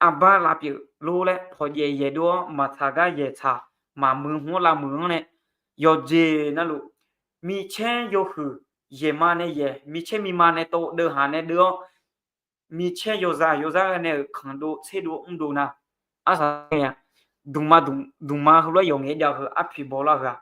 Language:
Akha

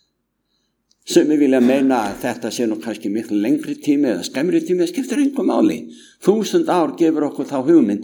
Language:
Icelandic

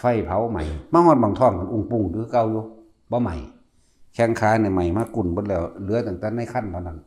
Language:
Northeastern Thai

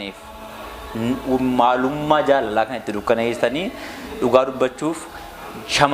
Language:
Oromo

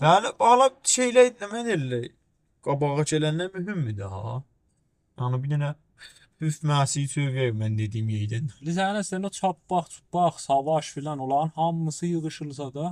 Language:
South Azerbaijani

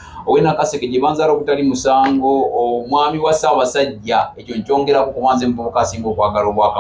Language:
Ganda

